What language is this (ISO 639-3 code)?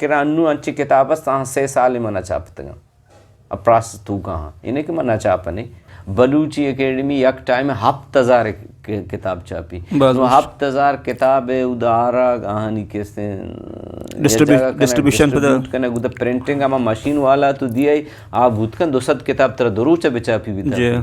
bgp